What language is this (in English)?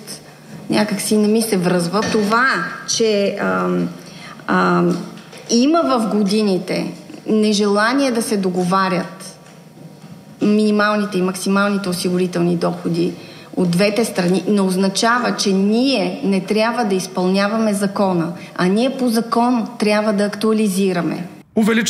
Bulgarian